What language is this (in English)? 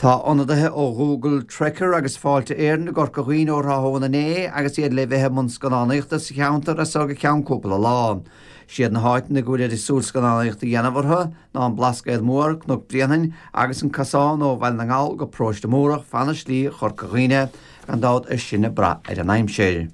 Irish